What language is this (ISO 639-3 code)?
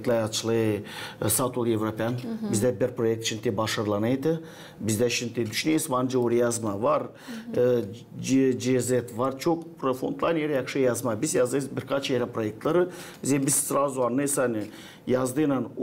gag